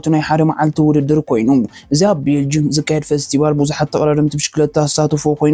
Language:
Tigrinya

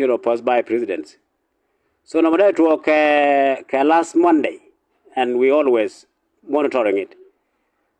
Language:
Nuer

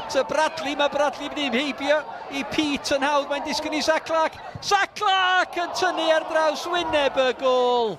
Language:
Welsh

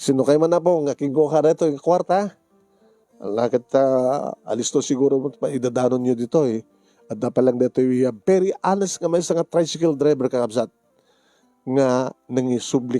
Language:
Iloko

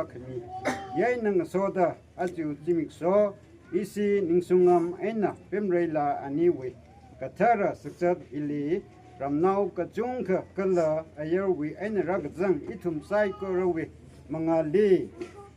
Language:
Tangkhul Naga (India)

